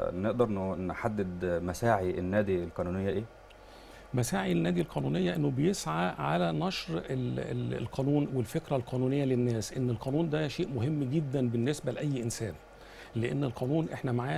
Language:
Egyptian Arabic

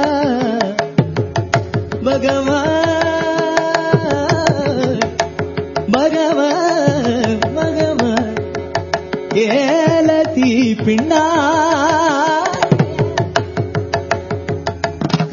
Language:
Telugu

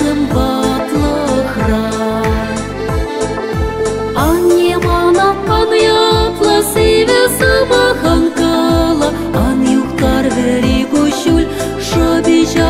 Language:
Chuvash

